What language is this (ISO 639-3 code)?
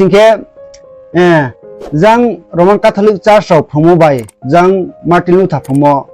ria